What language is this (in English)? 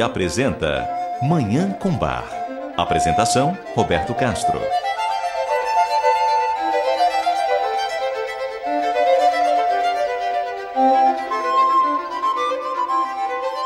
Portuguese